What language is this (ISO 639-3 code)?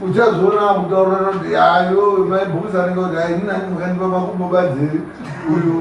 sna